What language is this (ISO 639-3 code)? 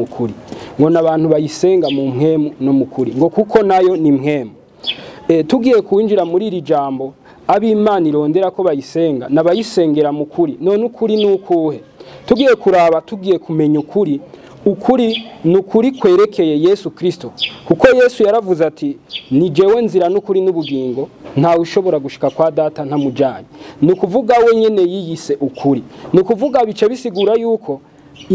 run